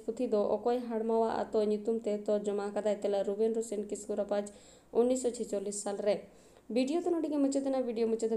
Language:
Santali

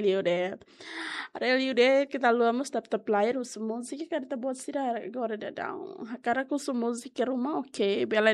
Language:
Tetum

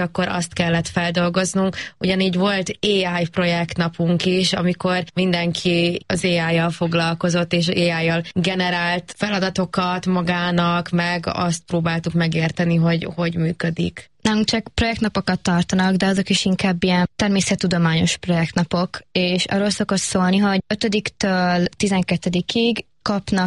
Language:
Hungarian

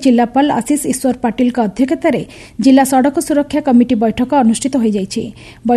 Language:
Odia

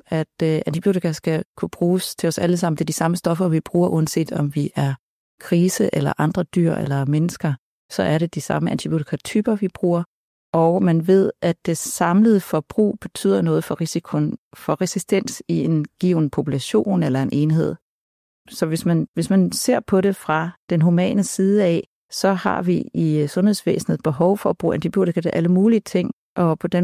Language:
Danish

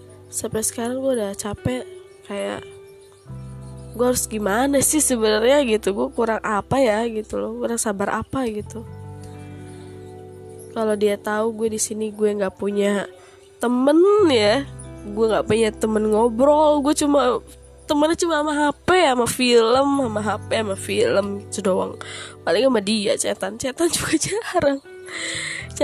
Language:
Indonesian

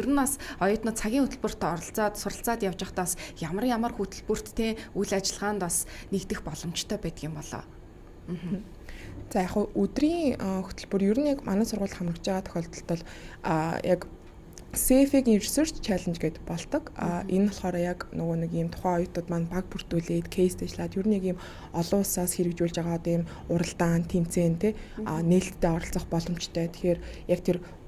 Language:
Mongolian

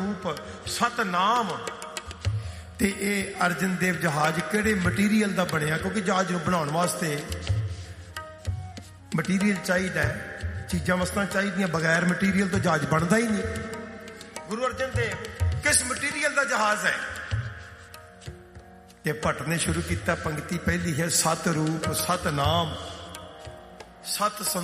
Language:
Punjabi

